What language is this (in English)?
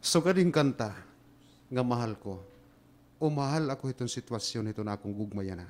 Waray